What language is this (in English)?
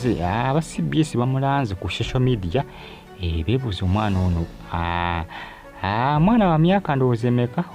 Ganda